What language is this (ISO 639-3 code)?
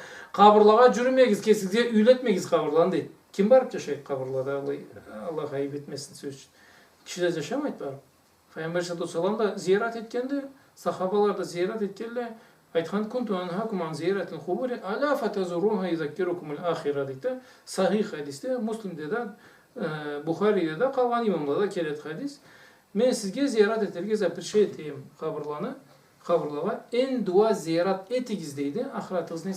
krc